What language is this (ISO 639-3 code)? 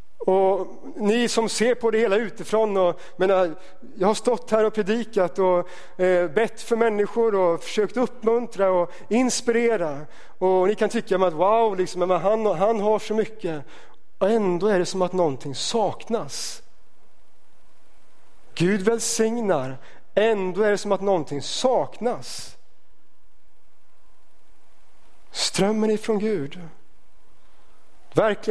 swe